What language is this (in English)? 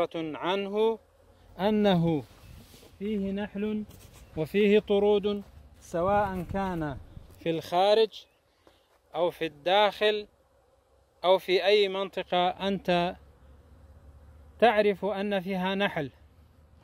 Arabic